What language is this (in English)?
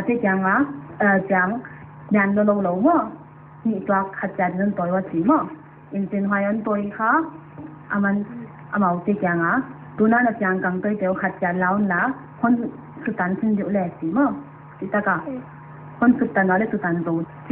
Paite Chin